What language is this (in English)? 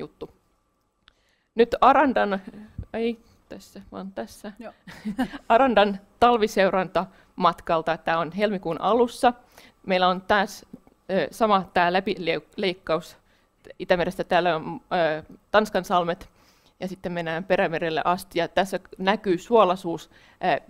Finnish